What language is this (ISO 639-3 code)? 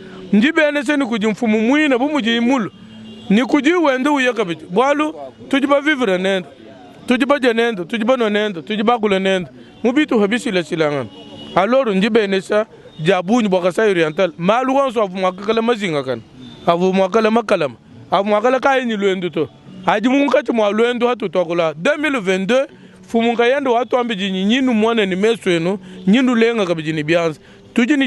lua